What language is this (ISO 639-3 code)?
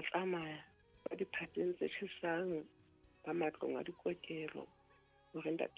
sot